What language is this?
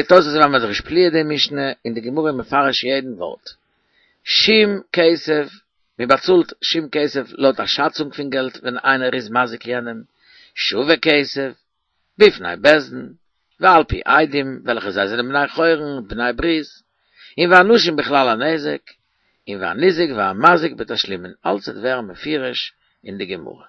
Yiddish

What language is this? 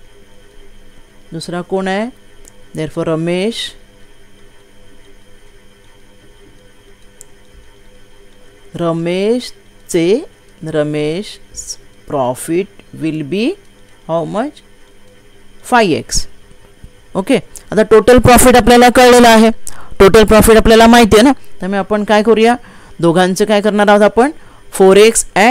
Marathi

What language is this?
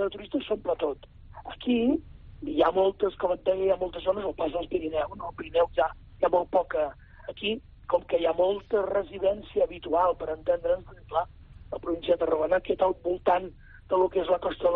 Catalan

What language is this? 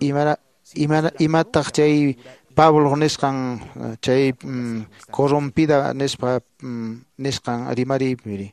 Quechua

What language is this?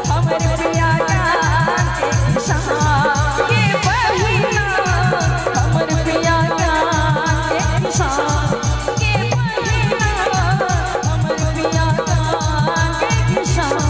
Maithili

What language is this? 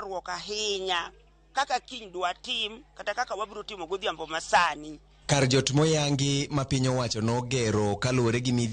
Luo (Kenya and Tanzania)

